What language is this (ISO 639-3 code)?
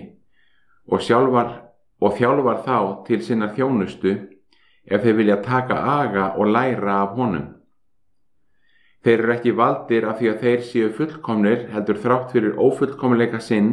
isl